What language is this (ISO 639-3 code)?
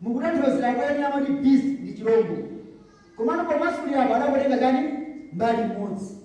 nya